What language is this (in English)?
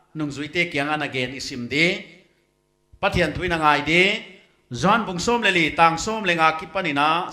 Paite Chin